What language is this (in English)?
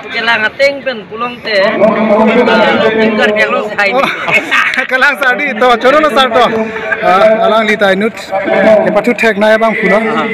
Karbi